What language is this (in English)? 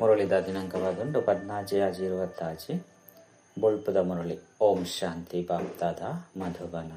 Tulu